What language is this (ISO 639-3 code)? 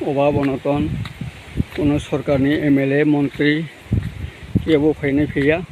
trp